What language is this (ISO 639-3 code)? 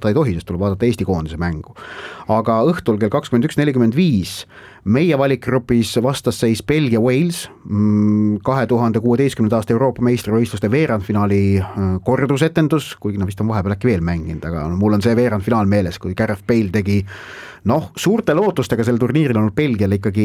est